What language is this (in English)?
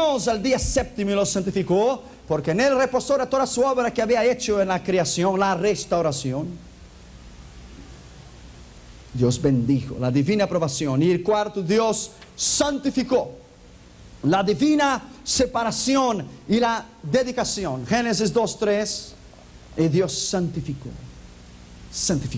Spanish